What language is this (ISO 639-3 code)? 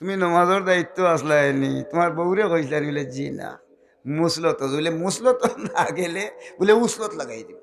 syl